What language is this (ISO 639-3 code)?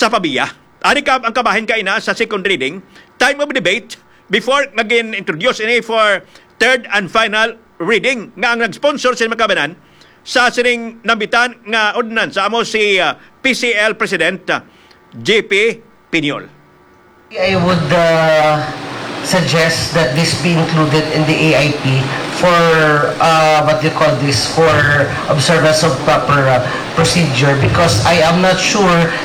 hil